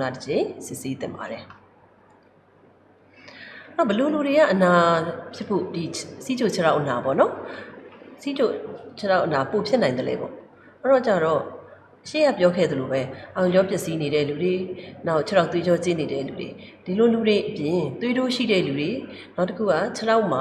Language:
Burmese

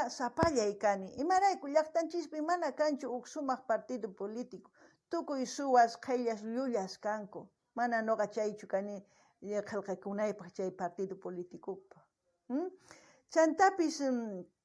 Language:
South Bolivian Quechua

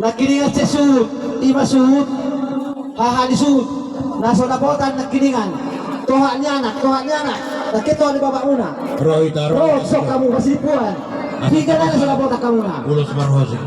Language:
Batak Toba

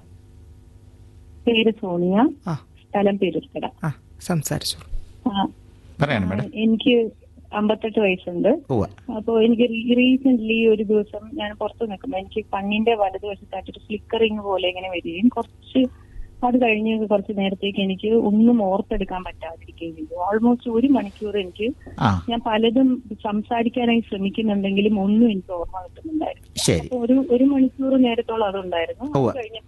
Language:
Malayalam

